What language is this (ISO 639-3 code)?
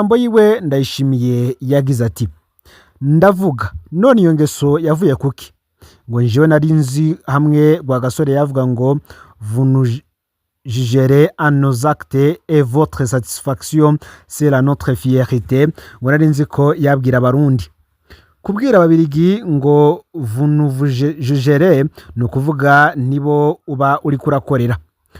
run